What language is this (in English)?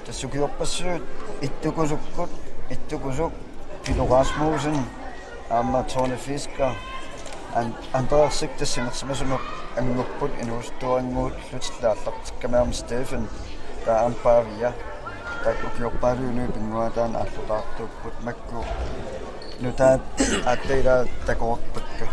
Kalaallisut